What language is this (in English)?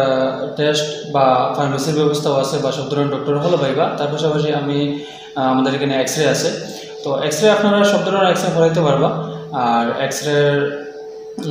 Sylheti